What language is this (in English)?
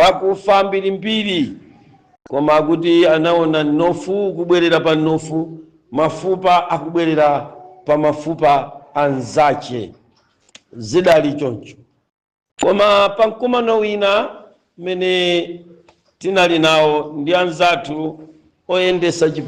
Nyanja